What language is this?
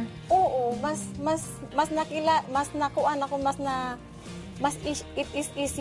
Cebuano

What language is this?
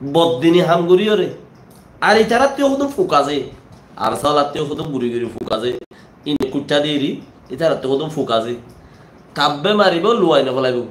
Rohingya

